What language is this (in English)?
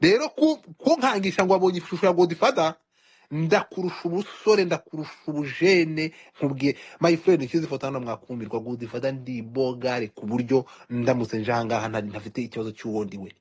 Kinyarwanda